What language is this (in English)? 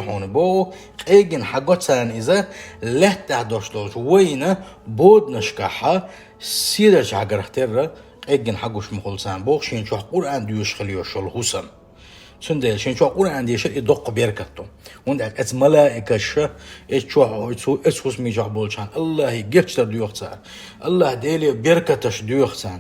Chechen